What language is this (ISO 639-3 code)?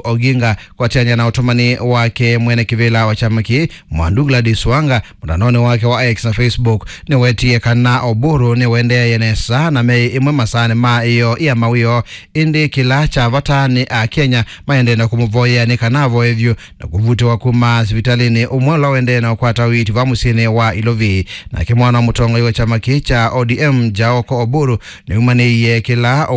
kam